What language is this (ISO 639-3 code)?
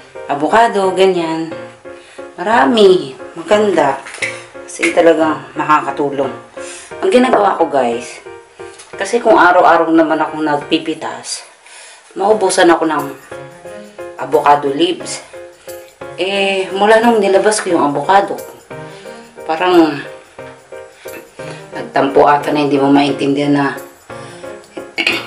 fil